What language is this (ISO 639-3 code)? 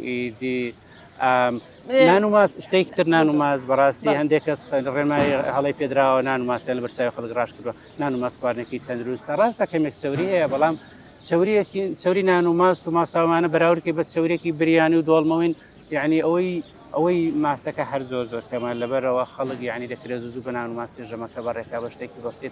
ckb